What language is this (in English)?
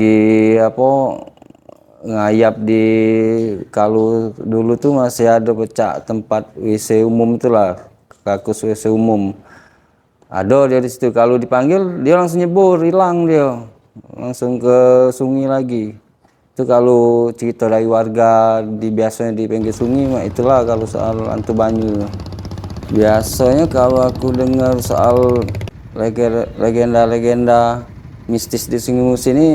Musi